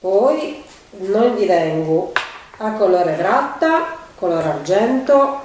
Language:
Sardinian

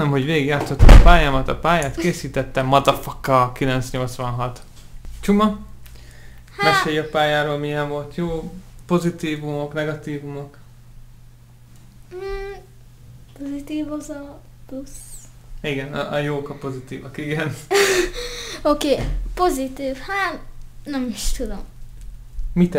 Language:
Hungarian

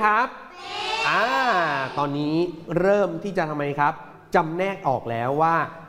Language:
Thai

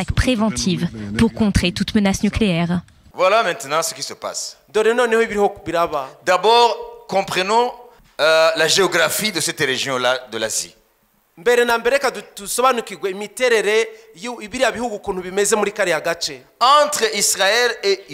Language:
Kinyarwanda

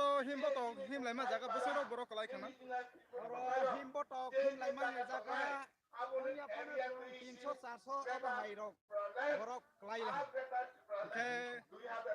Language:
Kok Borok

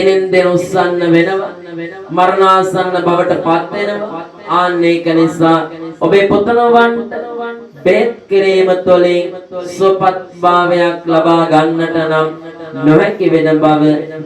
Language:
Sinhala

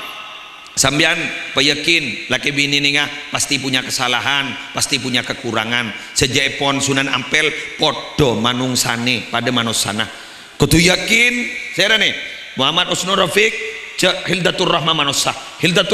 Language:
Madurese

